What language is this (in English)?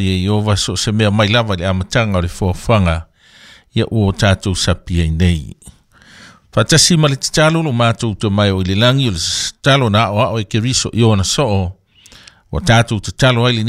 Samoan